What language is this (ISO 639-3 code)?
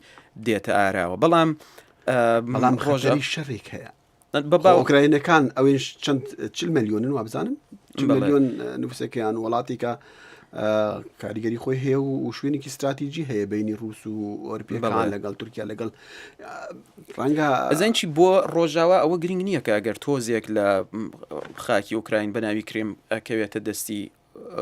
ckb